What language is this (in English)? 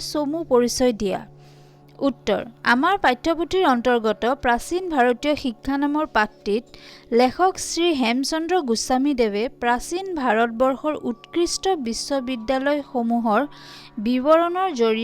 Assamese